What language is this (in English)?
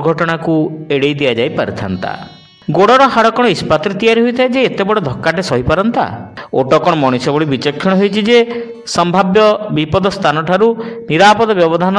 Odia